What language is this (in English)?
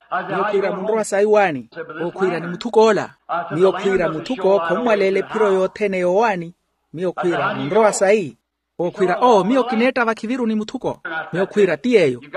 Makhuwa